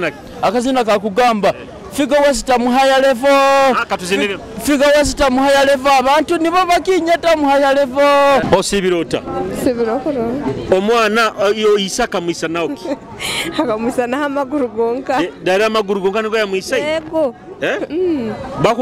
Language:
Nyoro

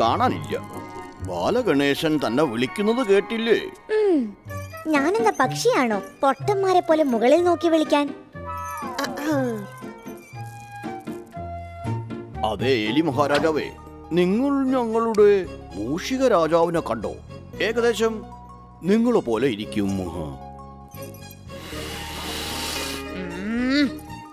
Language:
Malayalam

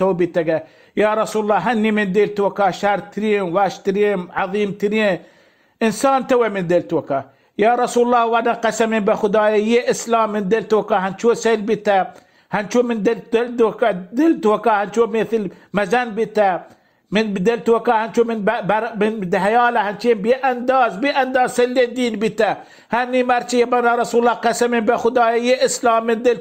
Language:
Baluchi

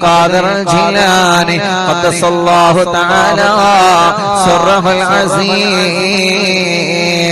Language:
Malayalam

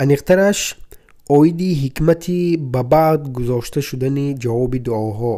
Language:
Tajik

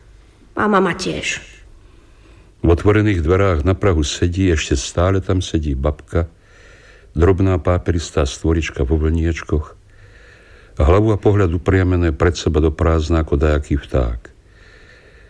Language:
Slovak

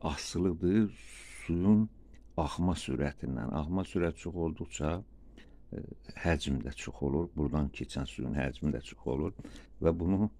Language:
Azerbaijani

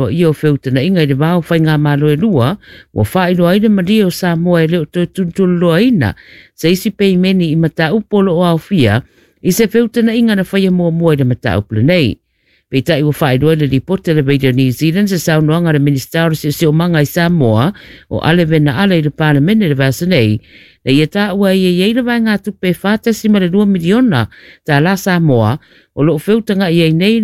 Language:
Samoan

